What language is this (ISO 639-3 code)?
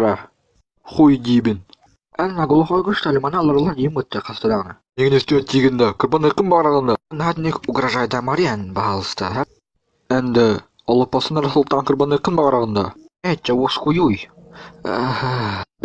sah